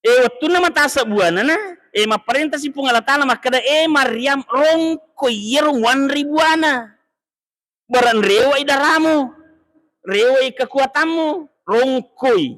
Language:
Buginese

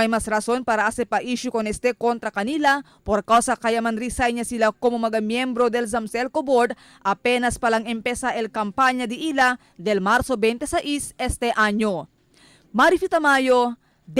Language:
Chavacano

